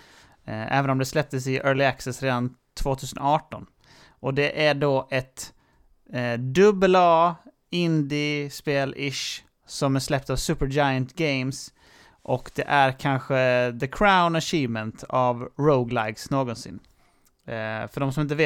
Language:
Swedish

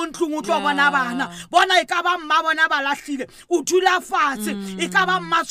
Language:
Southern Sotho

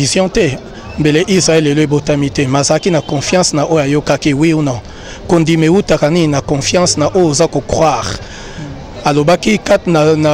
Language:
Lingala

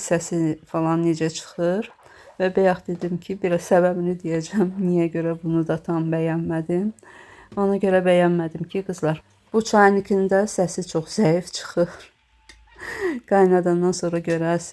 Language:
Azerbaijani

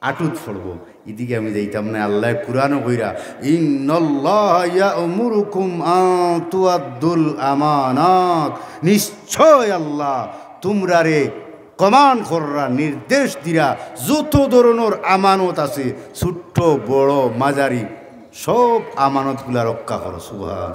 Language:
Sylheti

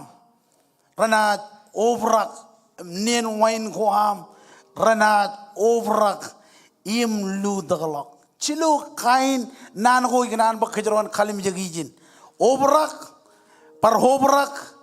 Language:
Marshallese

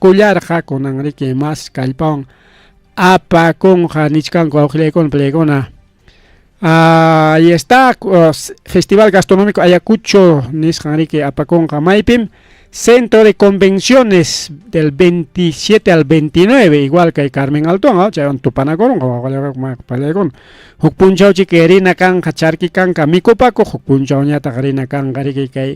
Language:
Ayacucho Quechua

